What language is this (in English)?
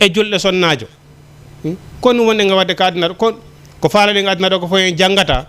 Fula